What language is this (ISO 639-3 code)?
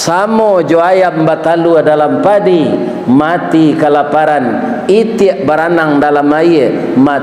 min